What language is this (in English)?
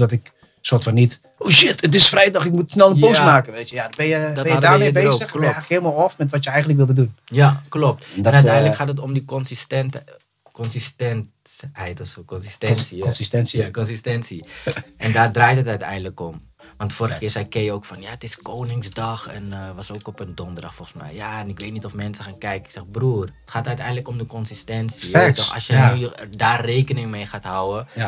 Dutch